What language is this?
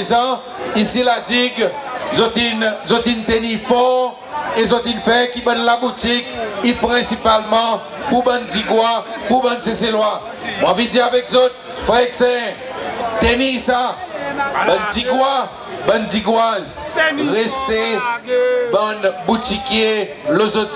Seselwa Creole French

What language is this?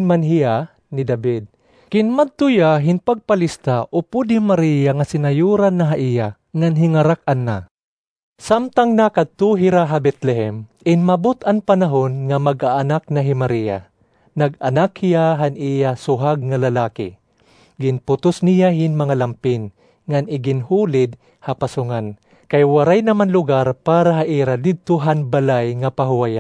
Waray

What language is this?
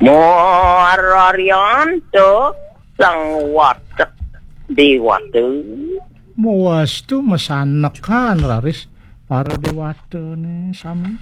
Balinese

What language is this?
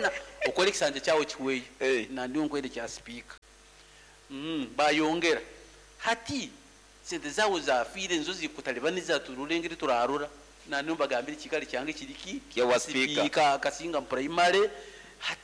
Nyoro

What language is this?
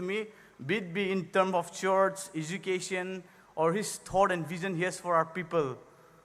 Poumei Naga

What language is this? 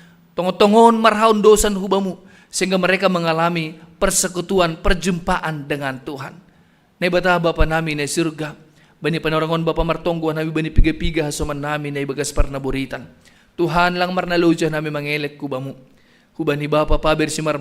Batak Simalungun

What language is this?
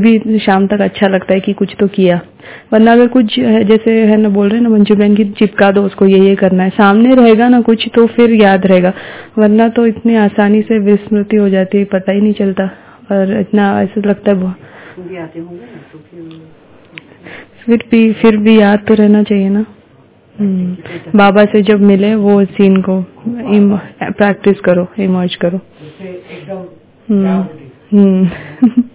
Hindi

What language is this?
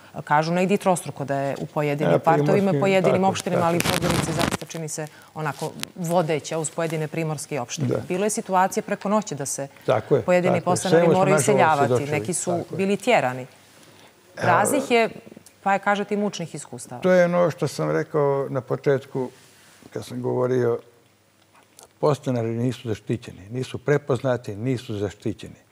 Serbian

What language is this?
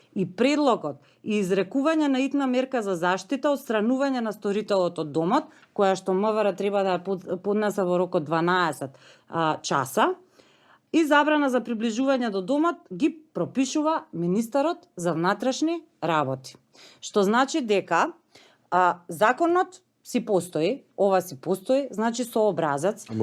Macedonian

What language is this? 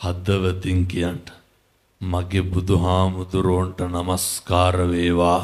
Sinhala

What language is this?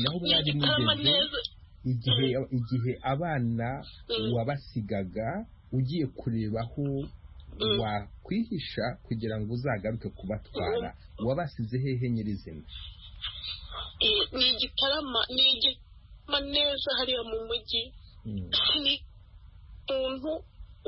Kinyarwanda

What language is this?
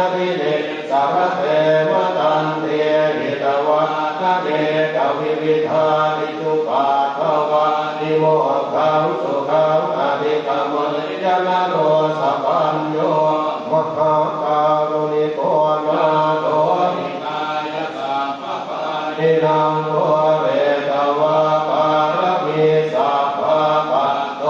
Pali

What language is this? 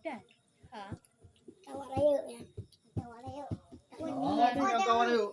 Achinese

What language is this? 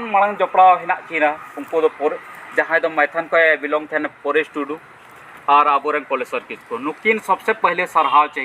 Santali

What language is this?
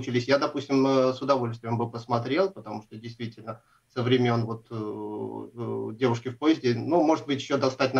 Russian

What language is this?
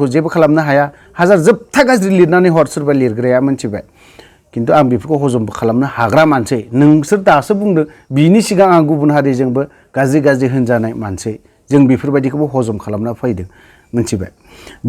Bodo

